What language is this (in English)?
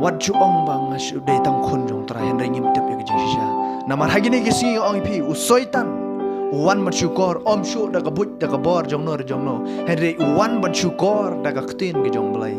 Khasi